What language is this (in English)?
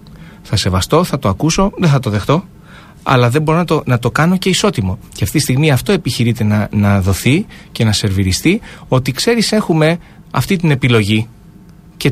Greek